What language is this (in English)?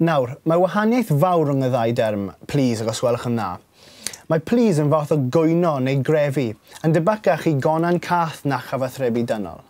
Welsh